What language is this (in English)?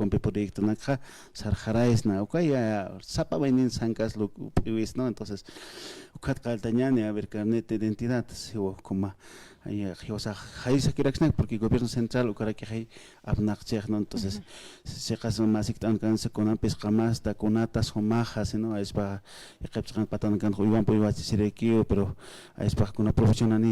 Aymara